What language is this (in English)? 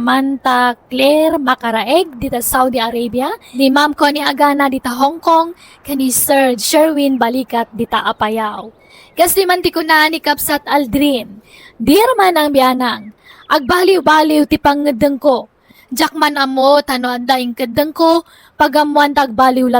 Iloko